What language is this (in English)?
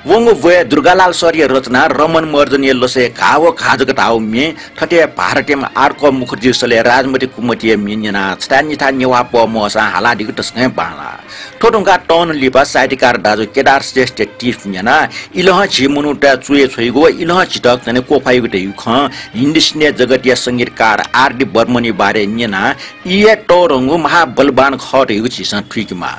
Newari